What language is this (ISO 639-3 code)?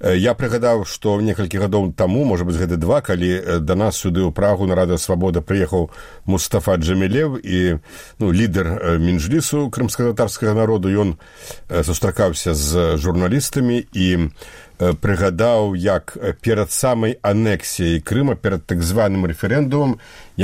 bel